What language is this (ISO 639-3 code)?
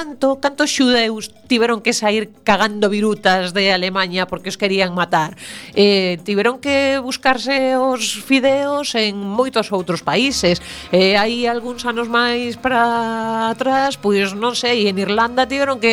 glg